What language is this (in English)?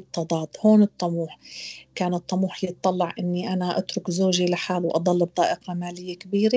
North Levantine Arabic